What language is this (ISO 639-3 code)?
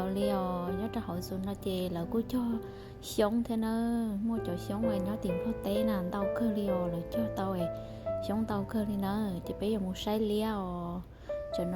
hmn